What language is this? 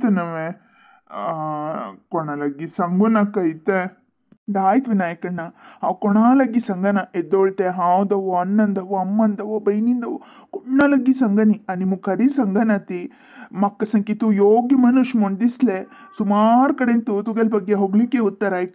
Konkani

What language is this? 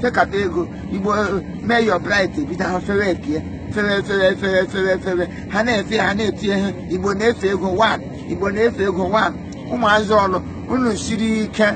Igbo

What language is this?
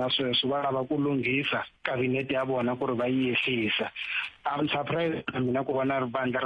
Tsonga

